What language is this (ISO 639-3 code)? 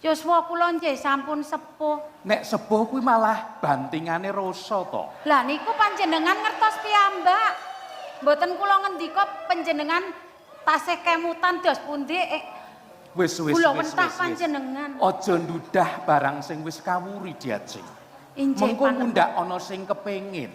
jav